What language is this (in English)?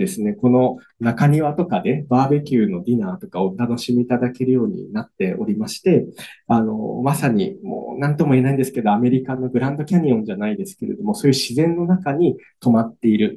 Japanese